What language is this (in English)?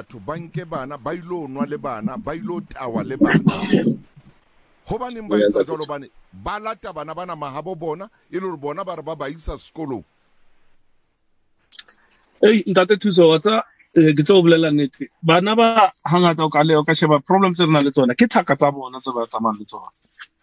Southern Sotho